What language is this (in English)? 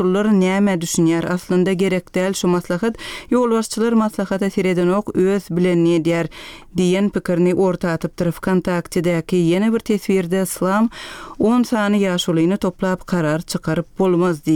Turkmen